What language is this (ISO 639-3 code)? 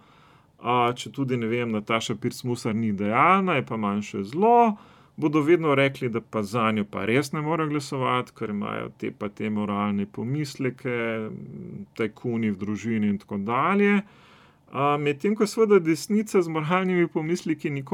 slv